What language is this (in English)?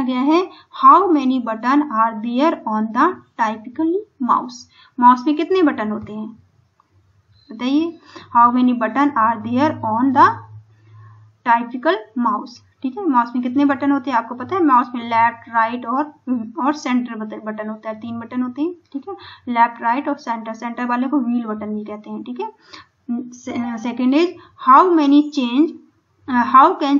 Hindi